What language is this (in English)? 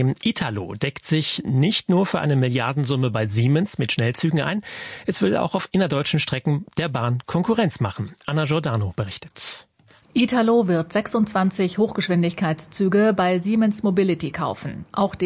German